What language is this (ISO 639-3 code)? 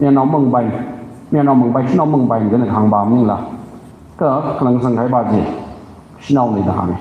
nmf